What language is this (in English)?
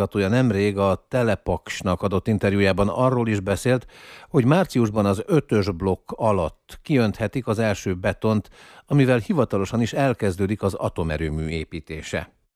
Hungarian